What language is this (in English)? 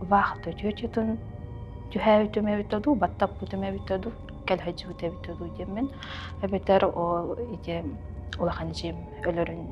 Yakut